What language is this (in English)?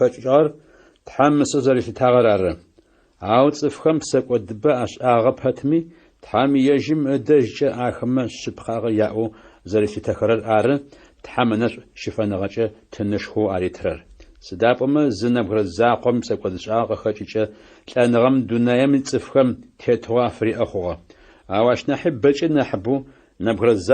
Adyghe